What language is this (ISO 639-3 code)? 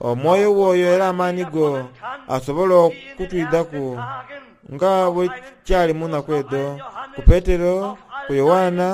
xog